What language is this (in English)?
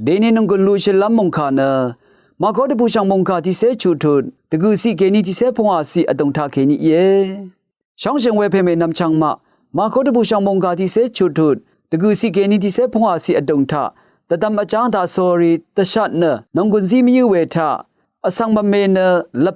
Rawang